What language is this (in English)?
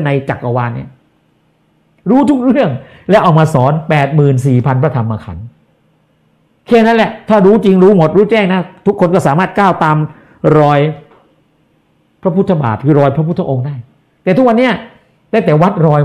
Thai